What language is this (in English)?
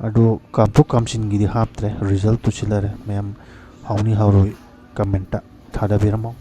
Manipuri